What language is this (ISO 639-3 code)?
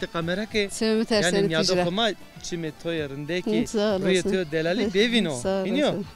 zza